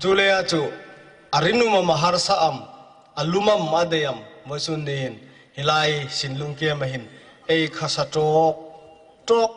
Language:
Hmar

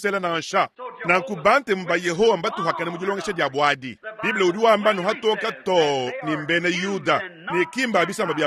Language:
Luba-Lulua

